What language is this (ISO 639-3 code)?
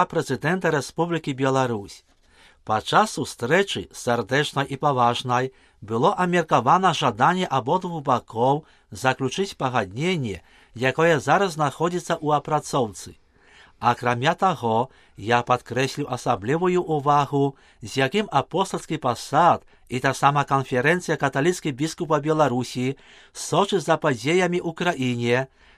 bel